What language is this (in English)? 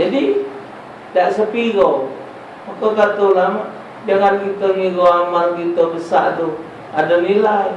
Musi